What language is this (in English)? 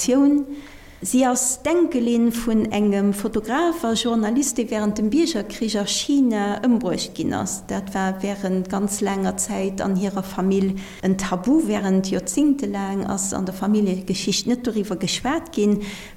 Luxembourgish